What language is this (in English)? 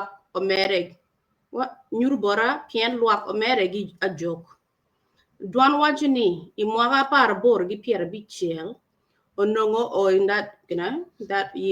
Acoli